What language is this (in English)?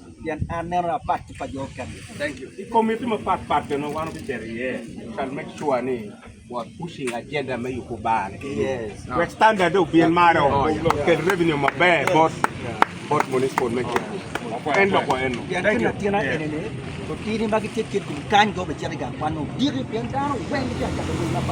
Acoli